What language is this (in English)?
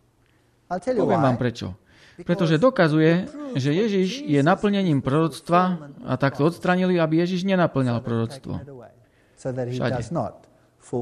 Slovak